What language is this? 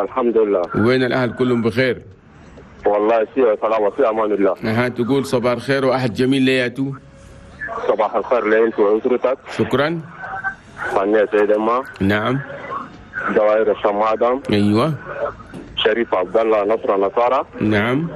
Chadian Arabic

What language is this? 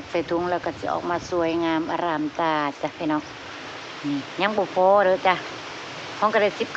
Northeastern Thai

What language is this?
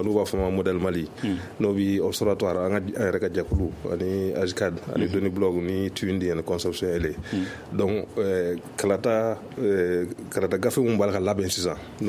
Bambara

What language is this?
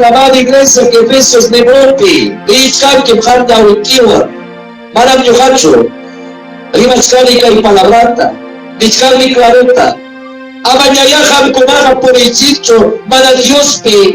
Ayacucho Quechua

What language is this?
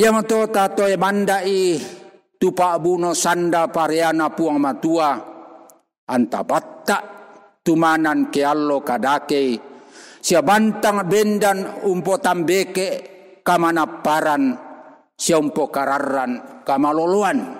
Toraja-Sa'dan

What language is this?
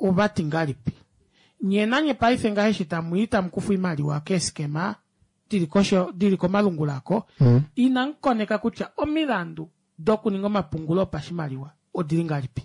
Kuanyama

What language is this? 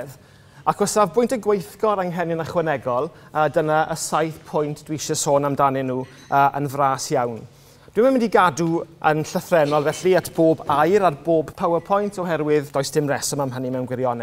Welsh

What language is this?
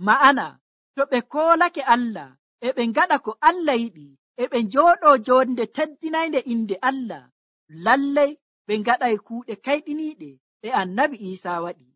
Nigerian Fulfulde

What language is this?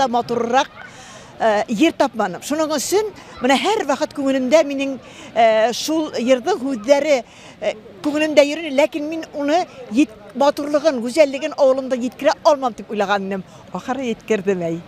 Bashkir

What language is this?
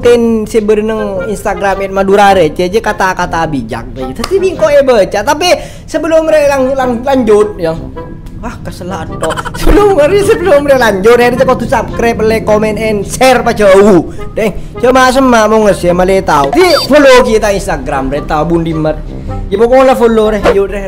Madurese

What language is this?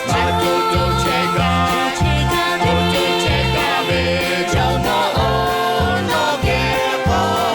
Lahu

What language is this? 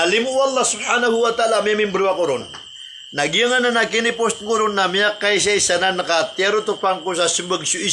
Maranao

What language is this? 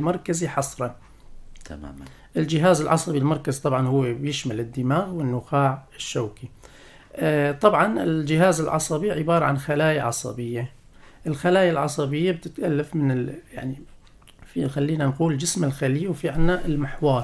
North Levantine Arabic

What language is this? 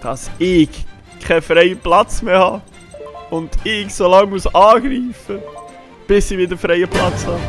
Swiss German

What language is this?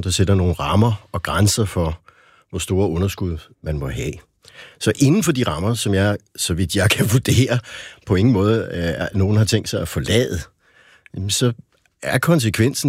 Danish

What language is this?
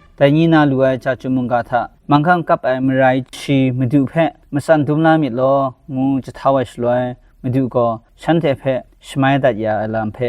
Kachin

